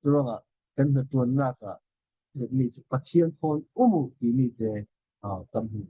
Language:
Falam Chin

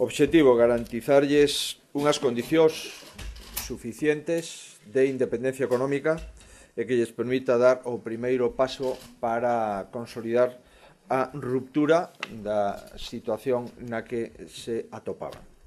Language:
Galician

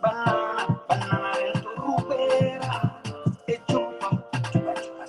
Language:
Kabuverdianu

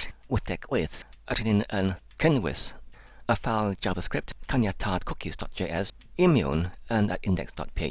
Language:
Welsh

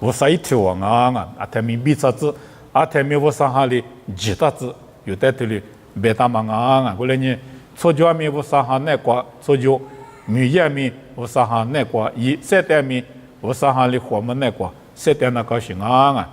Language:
Lisu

